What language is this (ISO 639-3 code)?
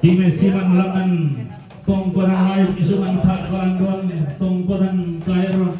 sda